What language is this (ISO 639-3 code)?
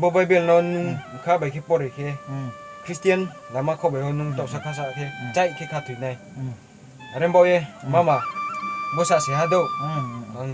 ria